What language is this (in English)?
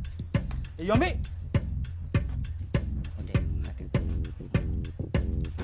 Malay